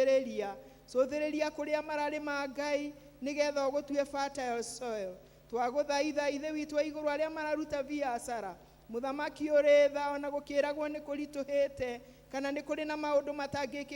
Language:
Kikuyu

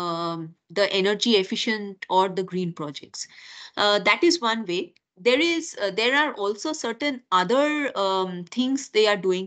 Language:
English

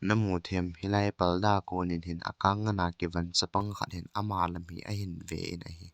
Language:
Thado Chin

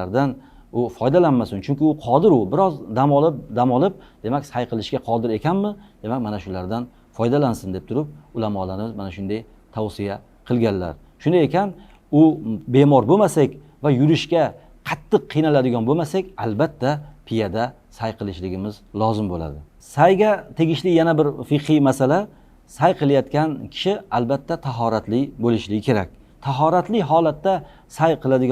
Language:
Uzbek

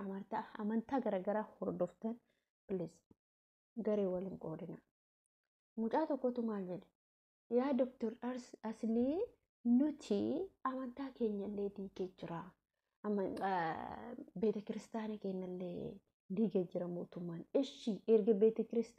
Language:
Oromo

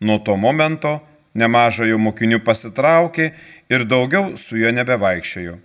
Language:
Lithuanian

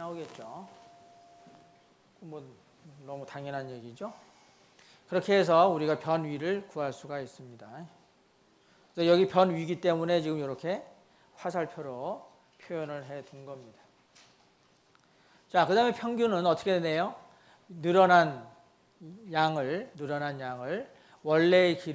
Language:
Korean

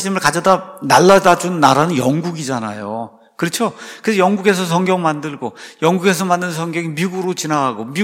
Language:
Korean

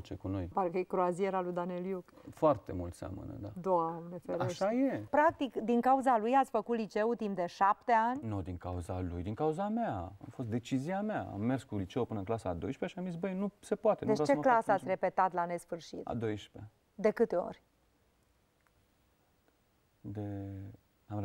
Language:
Romanian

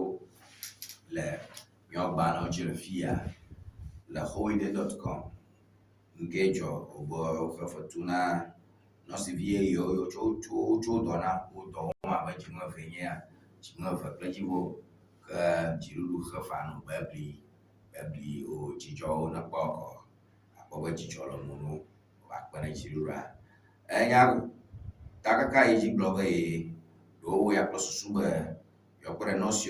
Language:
Ewe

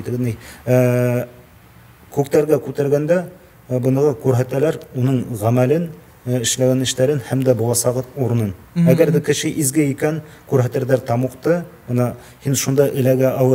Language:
Bashkir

